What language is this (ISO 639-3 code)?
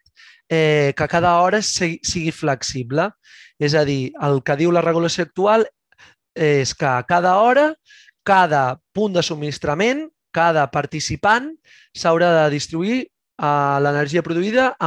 cat